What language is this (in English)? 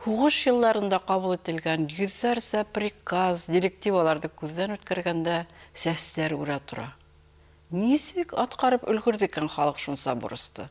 Bashkir